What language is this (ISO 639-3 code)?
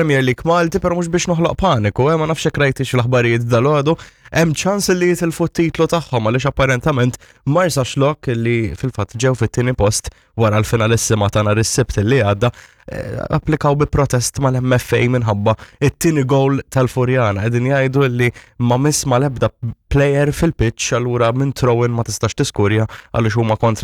mlt